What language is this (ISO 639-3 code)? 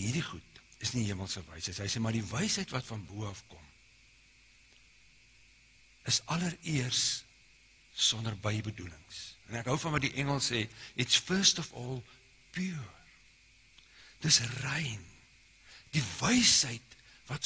afr